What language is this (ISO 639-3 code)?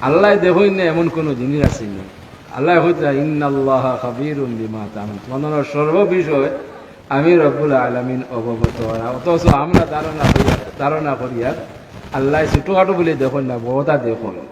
syl